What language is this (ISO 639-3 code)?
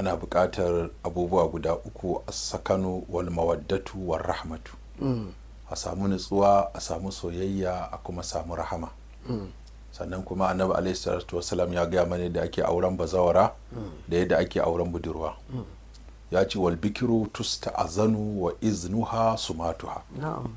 hau